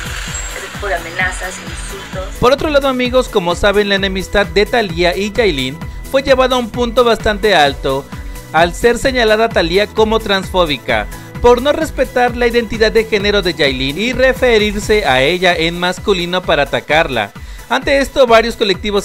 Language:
Spanish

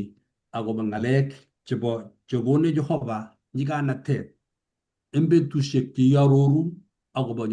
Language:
Kalenjin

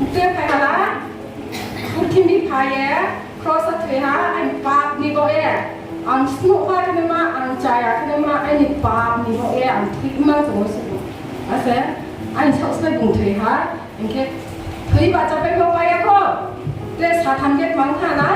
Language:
Riang (India)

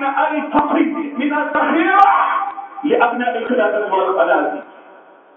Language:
Arabic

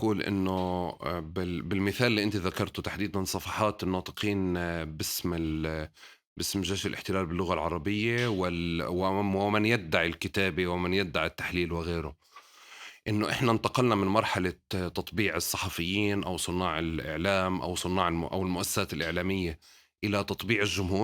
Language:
North Levantine Arabic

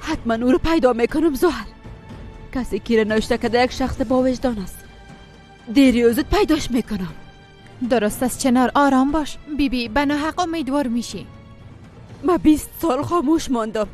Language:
Persian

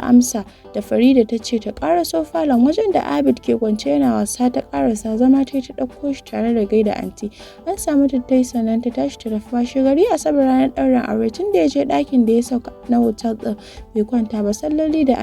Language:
Hausa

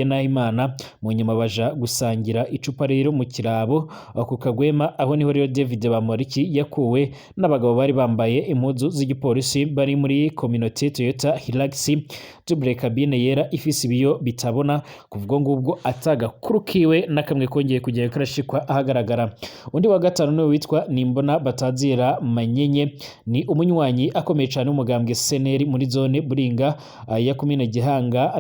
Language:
Rundi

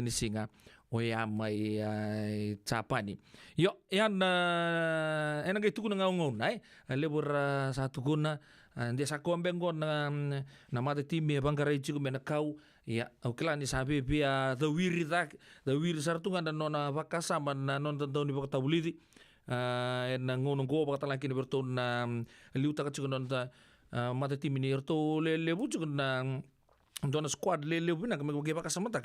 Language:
Fijian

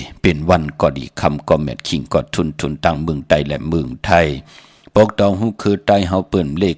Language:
Shan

